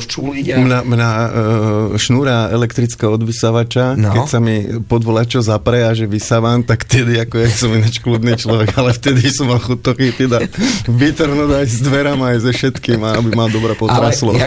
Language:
Slovak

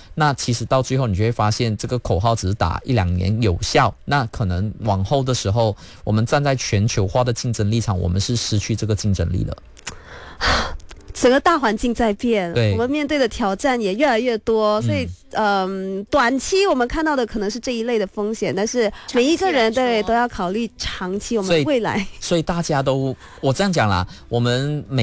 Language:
Chinese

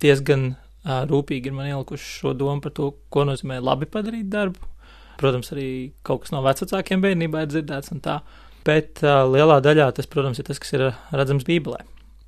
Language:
Latvian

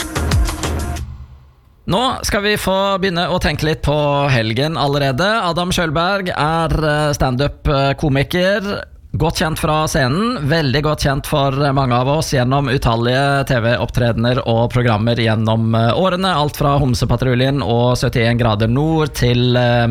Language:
Norwegian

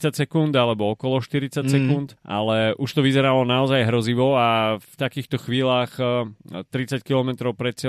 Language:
Slovak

